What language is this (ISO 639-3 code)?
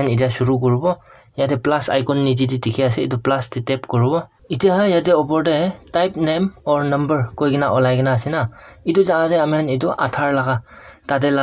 nag